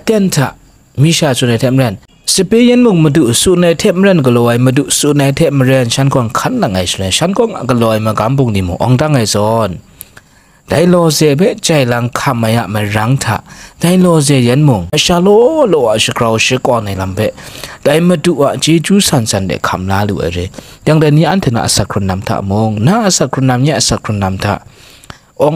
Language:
Kachin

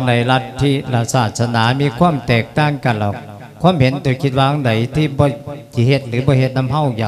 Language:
Lao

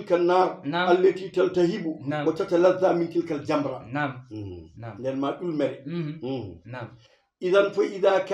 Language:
Fula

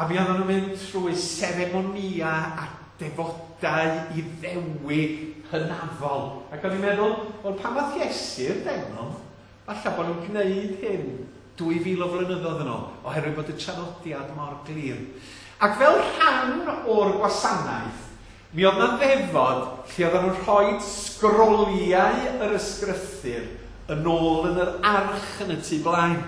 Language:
Welsh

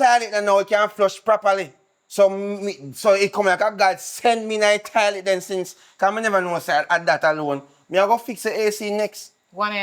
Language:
Jamaican Creole English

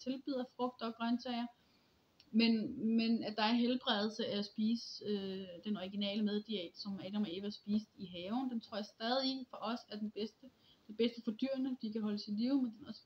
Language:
Danish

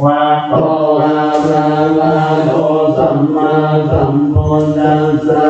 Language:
Pali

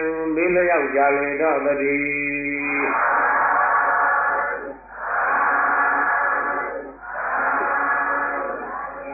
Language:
Burmese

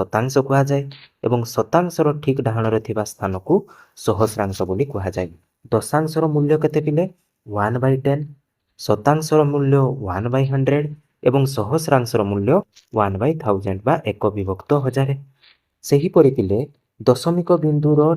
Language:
Odia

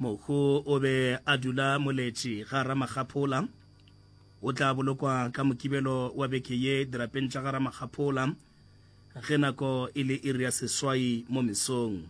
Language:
Northern Sotho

